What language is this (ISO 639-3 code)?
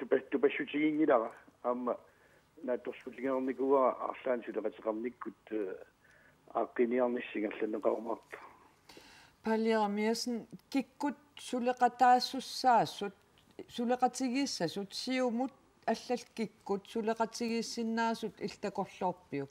kal